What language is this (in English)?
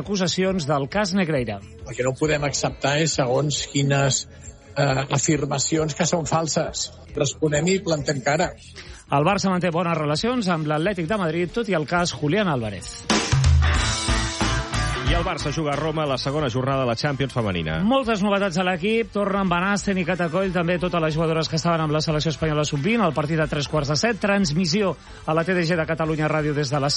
Catalan